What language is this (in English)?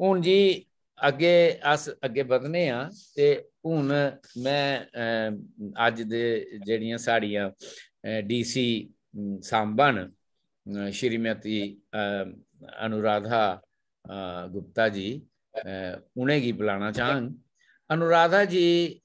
Dogri